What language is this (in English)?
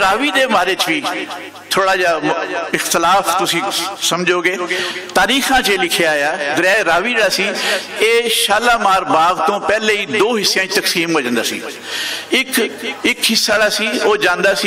Western Panjabi